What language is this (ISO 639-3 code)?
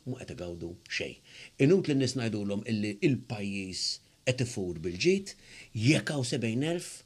mlt